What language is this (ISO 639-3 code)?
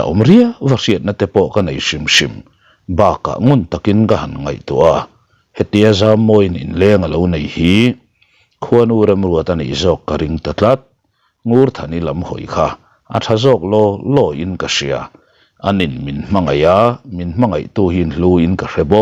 lus